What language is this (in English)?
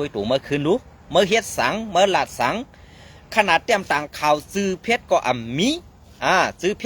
Shan